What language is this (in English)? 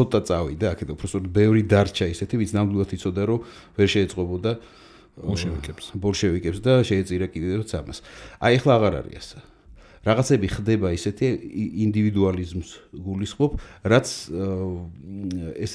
Georgian